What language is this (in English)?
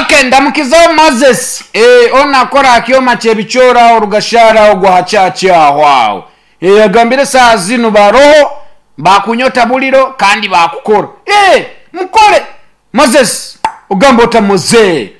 Nyankole